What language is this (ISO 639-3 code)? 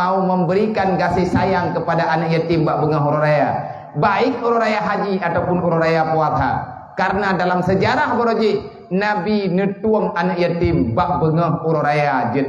ace